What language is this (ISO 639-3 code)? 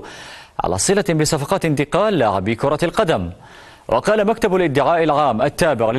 ara